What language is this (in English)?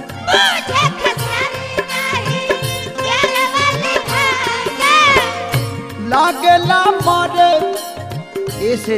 Bhojpuri